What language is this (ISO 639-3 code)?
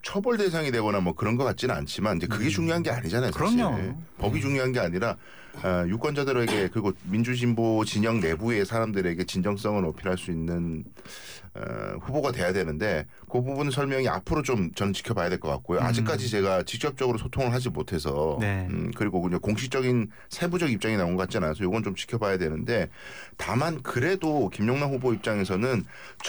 kor